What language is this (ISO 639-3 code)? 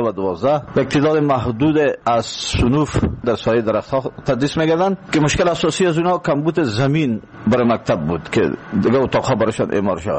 fas